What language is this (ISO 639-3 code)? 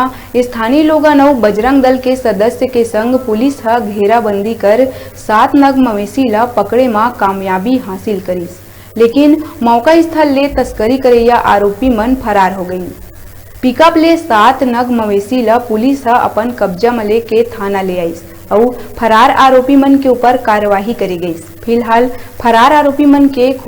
hne